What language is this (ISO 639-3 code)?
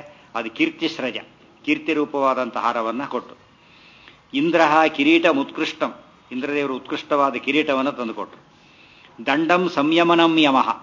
kan